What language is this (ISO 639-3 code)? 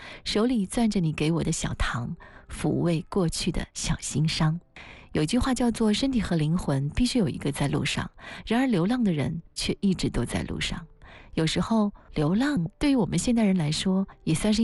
zho